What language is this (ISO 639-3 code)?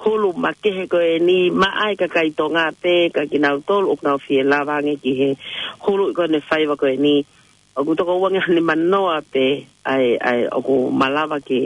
ton